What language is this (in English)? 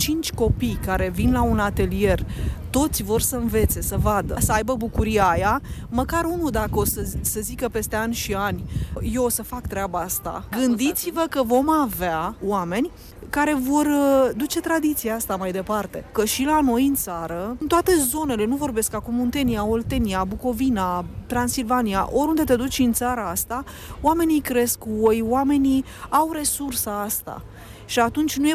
Romanian